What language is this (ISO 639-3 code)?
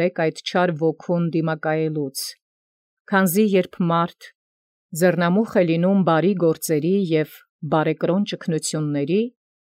hye